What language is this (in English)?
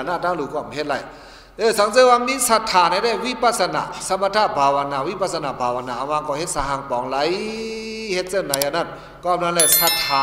Shan